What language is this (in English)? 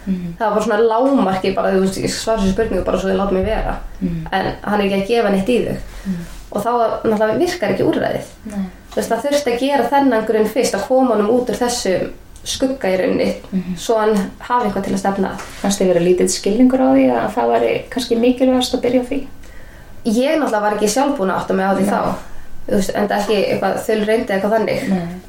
Icelandic